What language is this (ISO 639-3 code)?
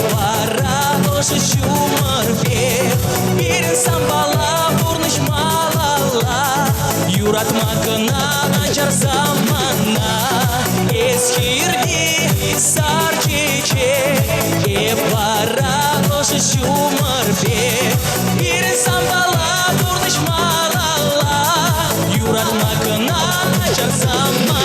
chv